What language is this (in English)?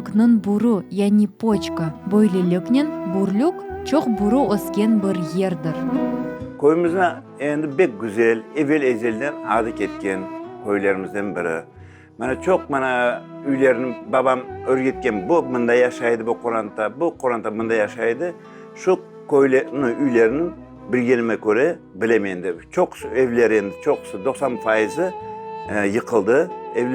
Crimean Tatar